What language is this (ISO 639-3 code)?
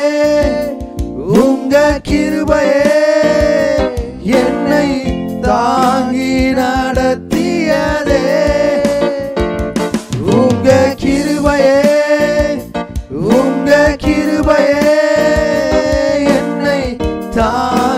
tam